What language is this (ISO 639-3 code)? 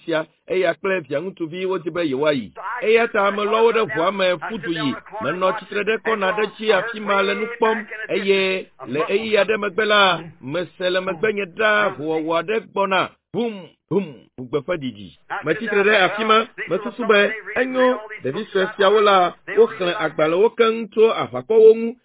ewe